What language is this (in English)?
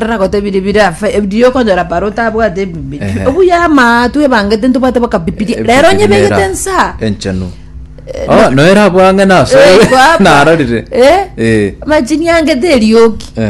Gusii